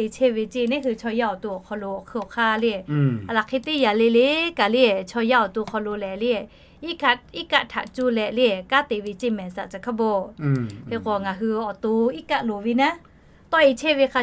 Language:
Lahu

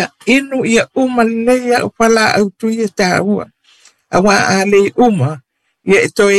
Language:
Samoan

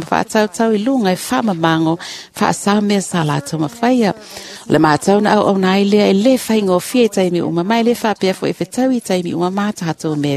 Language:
Samoan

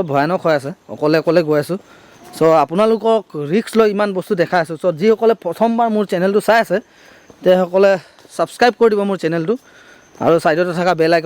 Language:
Assamese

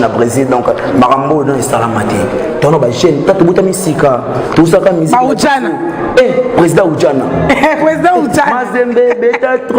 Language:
Lingala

